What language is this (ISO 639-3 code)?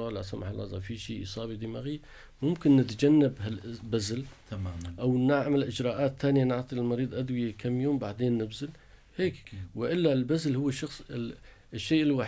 apc